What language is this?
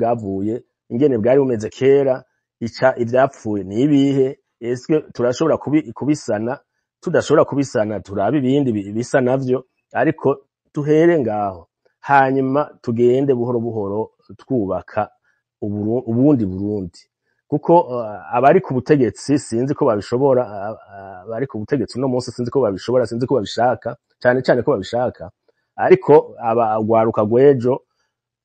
Rundi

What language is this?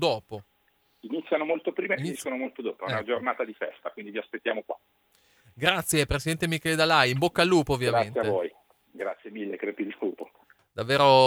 Italian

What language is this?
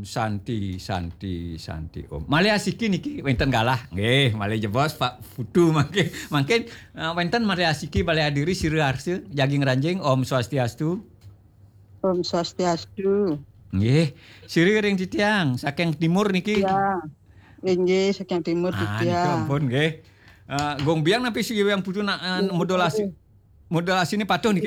Balinese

